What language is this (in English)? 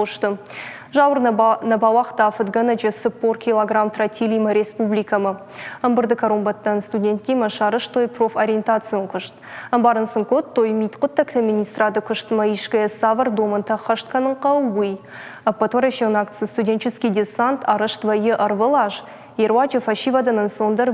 Ossetic